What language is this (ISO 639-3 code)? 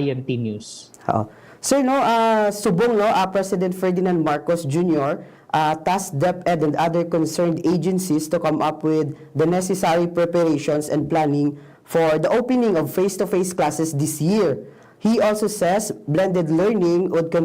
hil